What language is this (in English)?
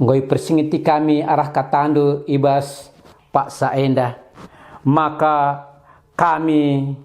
Batak Karo